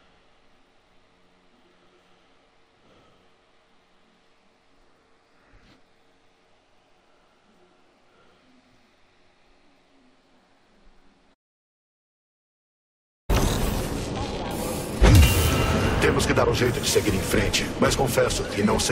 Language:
Portuguese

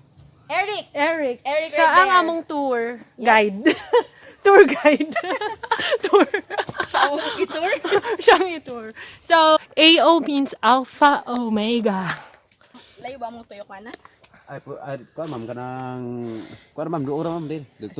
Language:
Cebuano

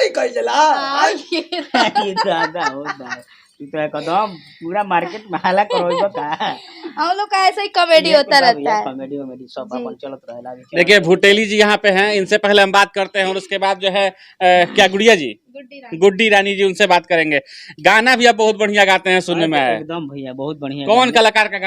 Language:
Bhojpuri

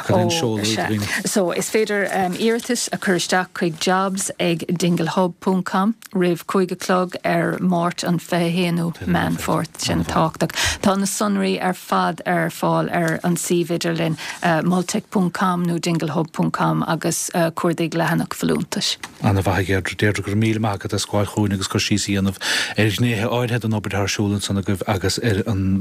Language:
Irish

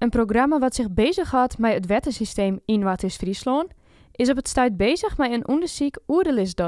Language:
Western Frisian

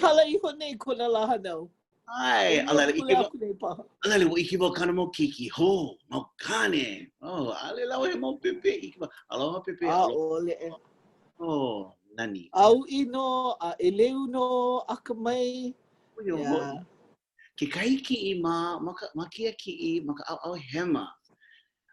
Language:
Hawaiian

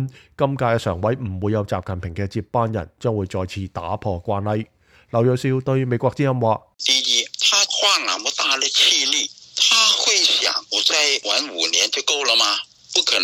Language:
Cantonese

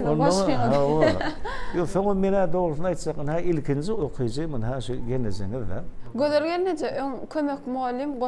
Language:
Turkmen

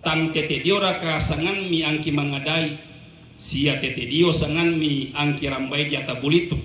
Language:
Toraja-Sa'dan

